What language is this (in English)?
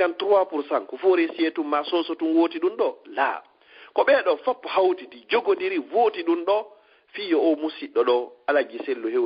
Fula